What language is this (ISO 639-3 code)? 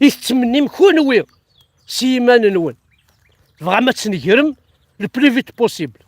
kab